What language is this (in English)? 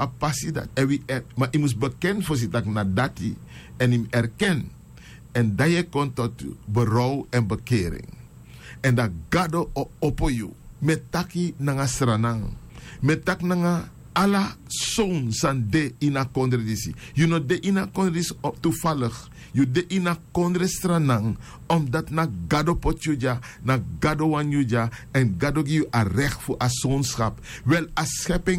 Sranan Tongo